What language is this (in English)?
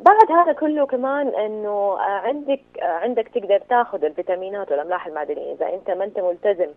Najdi Arabic